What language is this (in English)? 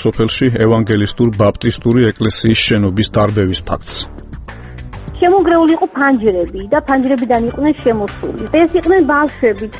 Georgian